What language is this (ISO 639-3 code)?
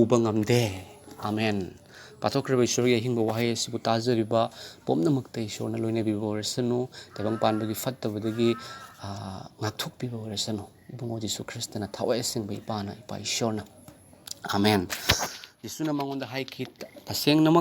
mni